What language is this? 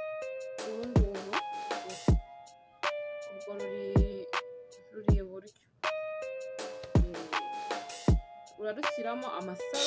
Kinyarwanda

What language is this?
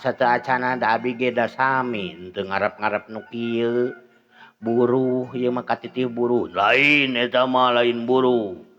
Sundanese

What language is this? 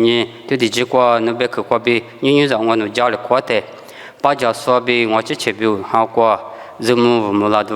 Lisu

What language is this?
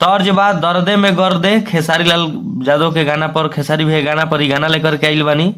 Bhojpuri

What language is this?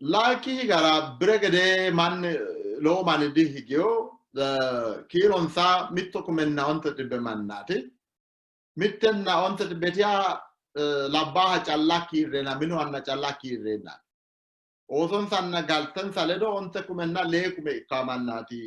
Sidamo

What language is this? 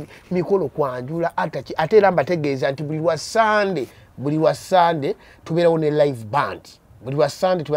Ganda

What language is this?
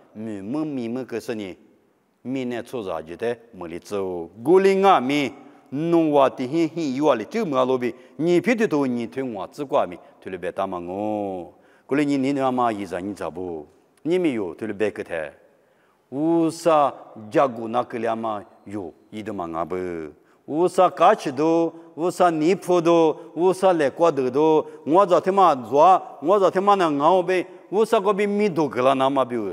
Lisu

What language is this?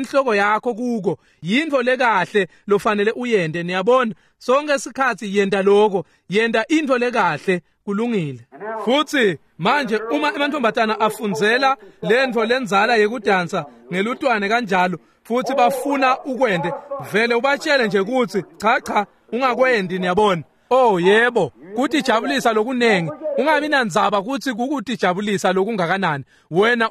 Swati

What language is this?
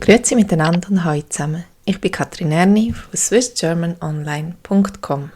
Swiss German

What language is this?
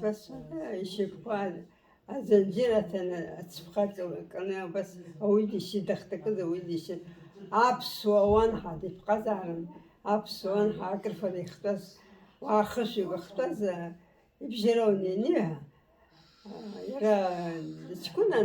Abkhazian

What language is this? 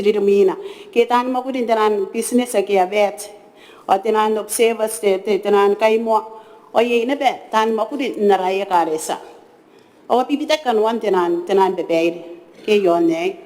Gilbertese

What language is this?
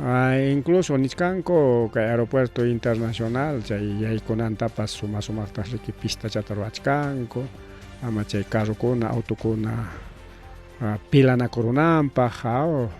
Ayacucho Quechua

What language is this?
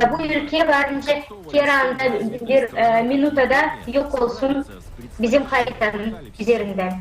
Gagauz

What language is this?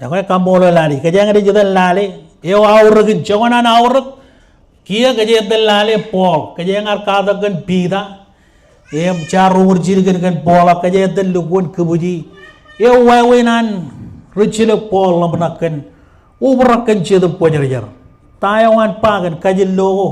Marshallese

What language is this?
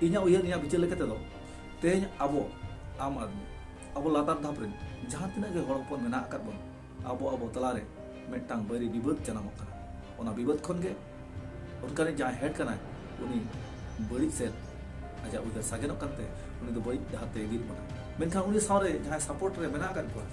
Santali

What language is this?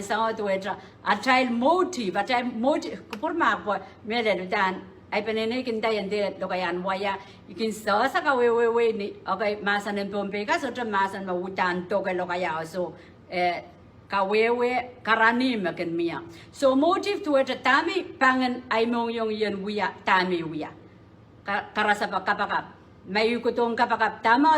Pohnpeian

